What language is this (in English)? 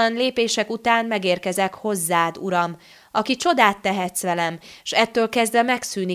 Hungarian